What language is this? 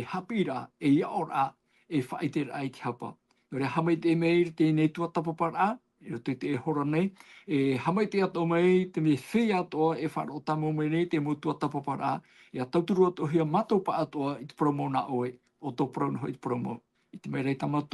Tahitian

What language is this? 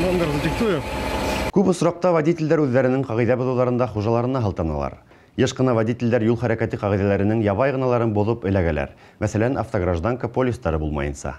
Bashkir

